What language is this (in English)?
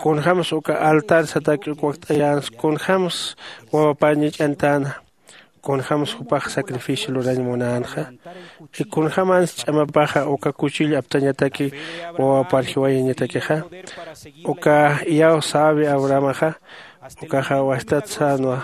Aymara